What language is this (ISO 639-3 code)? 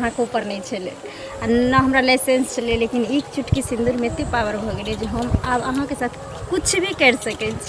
mai